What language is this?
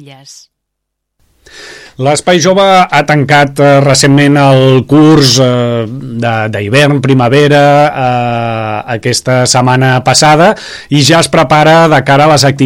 Catalan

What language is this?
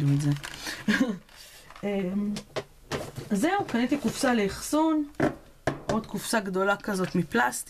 Hebrew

